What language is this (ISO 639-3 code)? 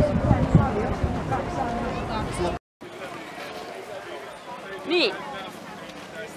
fin